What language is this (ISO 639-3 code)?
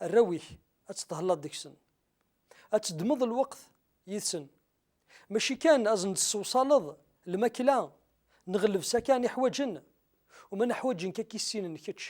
kab